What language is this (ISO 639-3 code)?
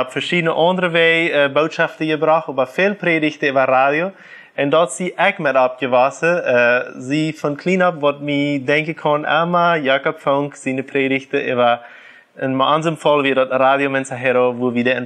pdt